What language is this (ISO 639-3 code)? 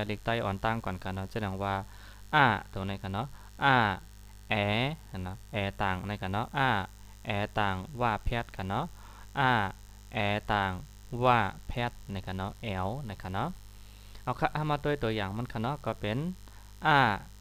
shn